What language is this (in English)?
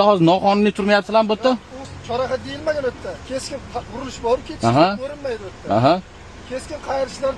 Uzbek